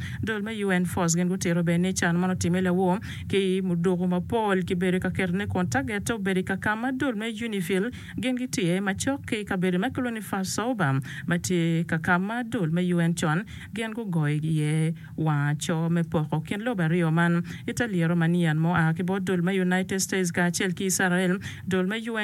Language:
Acoli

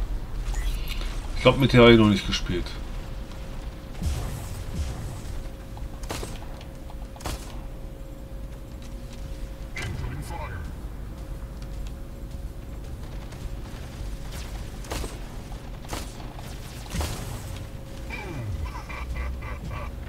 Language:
German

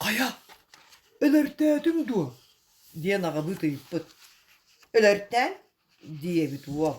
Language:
Yakut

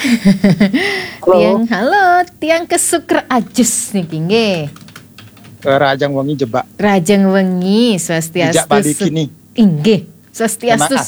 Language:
Balinese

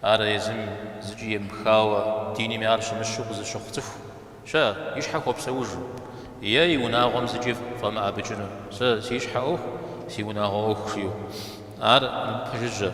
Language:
Kabardian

